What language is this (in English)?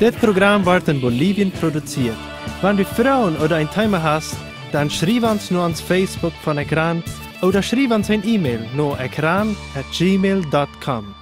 Plautdietsch